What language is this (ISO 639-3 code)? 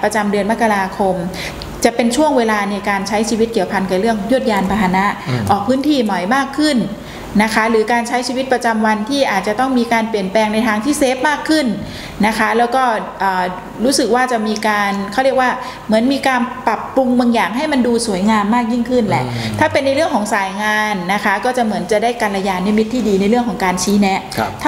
tha